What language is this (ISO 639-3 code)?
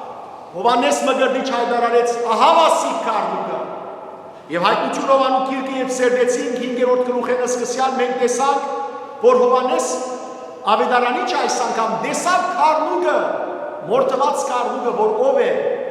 hyw